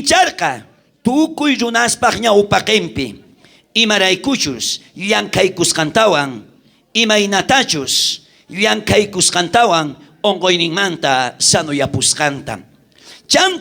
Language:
South Bolivian Quechua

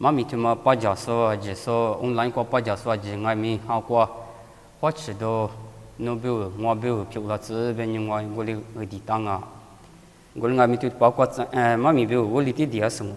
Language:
Lisu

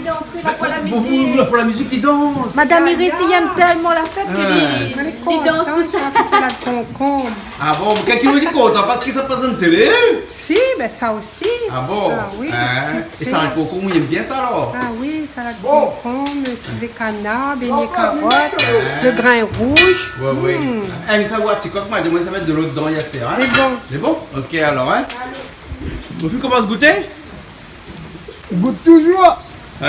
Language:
Réunion Creole French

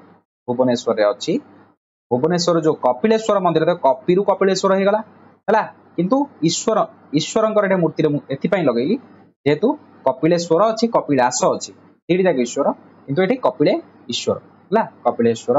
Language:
Odia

